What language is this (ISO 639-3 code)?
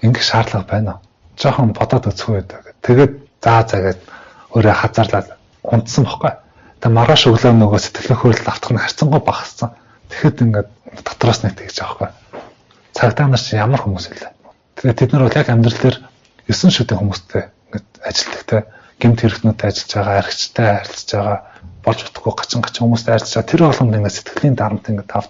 mon